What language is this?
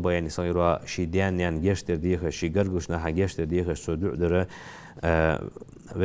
Ingush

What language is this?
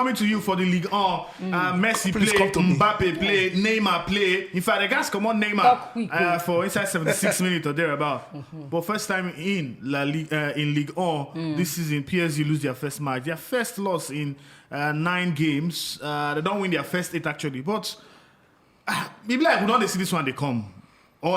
Nigerian Pidgin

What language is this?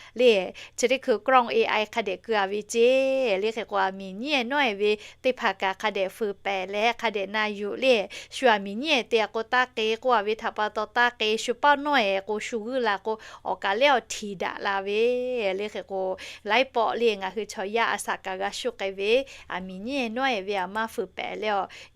Lahu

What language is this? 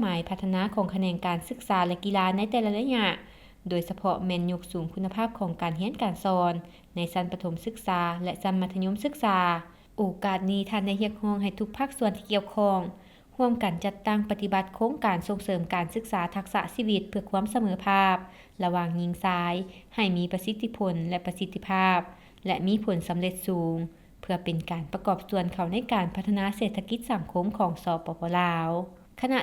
Lao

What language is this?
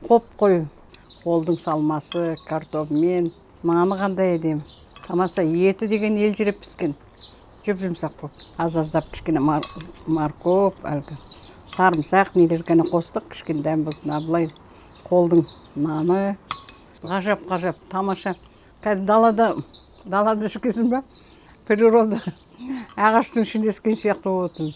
Kazakh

